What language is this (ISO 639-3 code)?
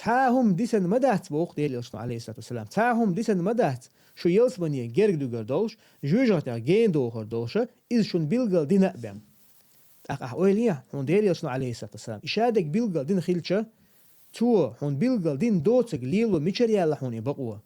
che